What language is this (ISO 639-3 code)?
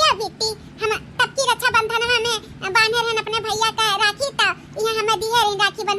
awa